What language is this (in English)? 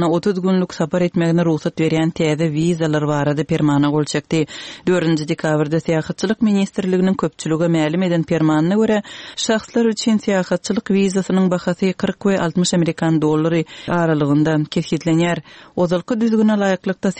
Turkmen